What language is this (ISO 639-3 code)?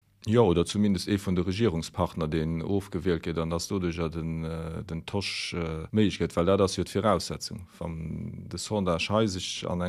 ltz